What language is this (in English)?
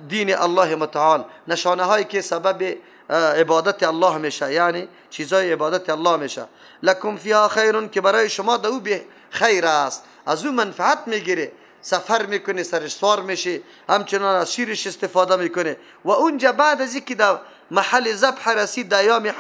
Persian